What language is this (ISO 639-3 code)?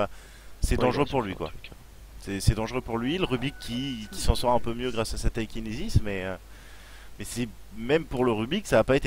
fra